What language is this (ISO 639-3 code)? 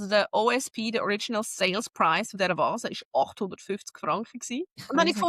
gsw